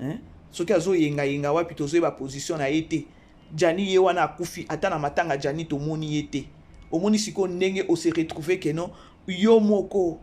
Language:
Lingala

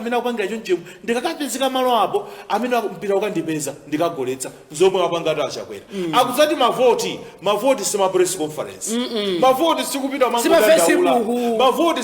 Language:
Nyanja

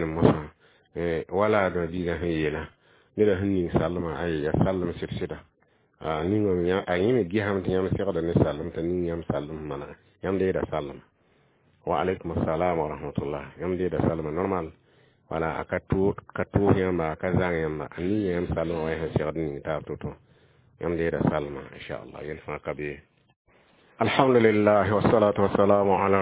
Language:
Mossi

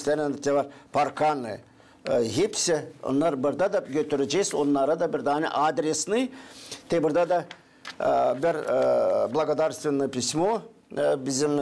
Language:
Gagauz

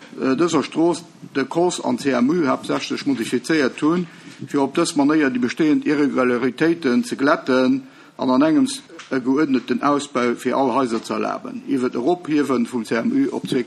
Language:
Luxembourgish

